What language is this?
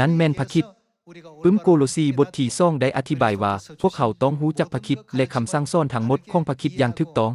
Lao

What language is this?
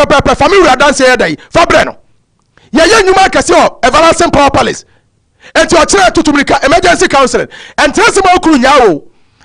Akan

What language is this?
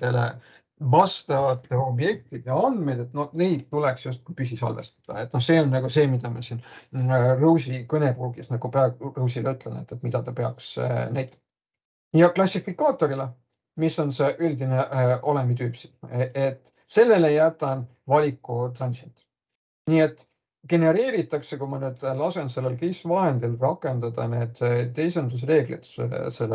Estonian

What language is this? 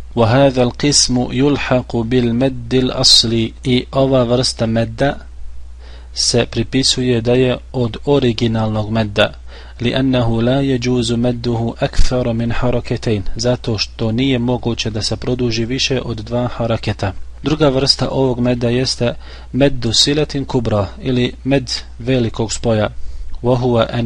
Bosnian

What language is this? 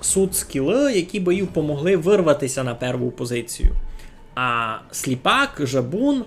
Rusyn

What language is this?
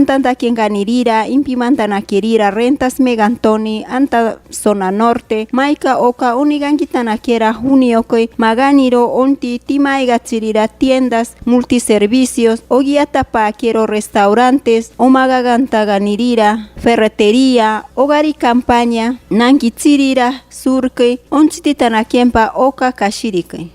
Machiguenga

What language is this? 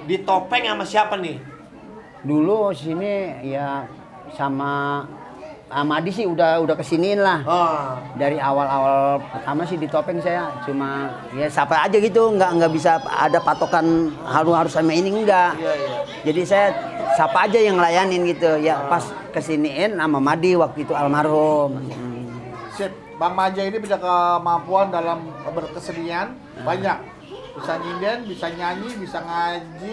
Betawi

